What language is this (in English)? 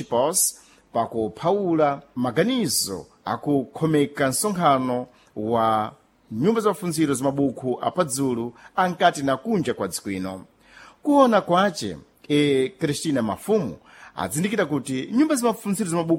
Sena